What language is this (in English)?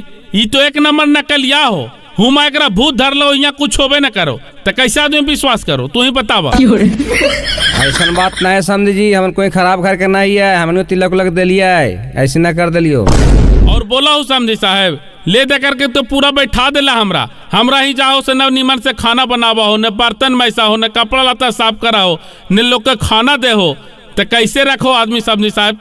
Magahi